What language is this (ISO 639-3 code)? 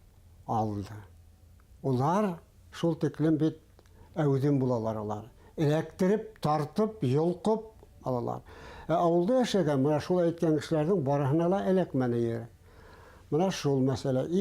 bak